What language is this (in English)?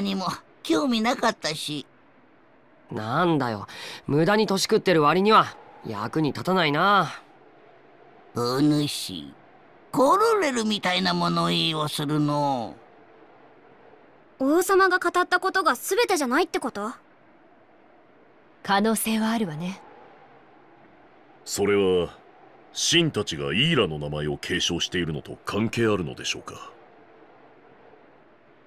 Japanese